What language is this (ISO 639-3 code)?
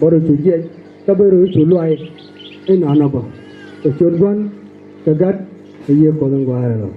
nus